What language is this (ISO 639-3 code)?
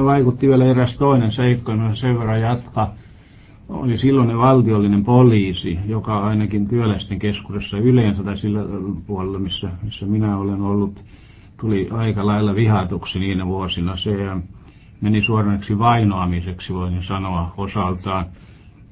fin